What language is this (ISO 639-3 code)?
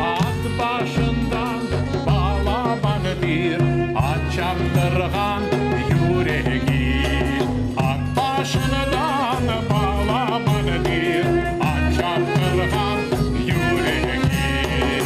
crh